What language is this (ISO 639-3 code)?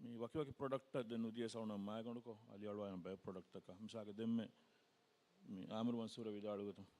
div